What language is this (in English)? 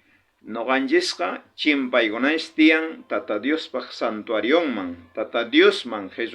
South Bolivian Quechua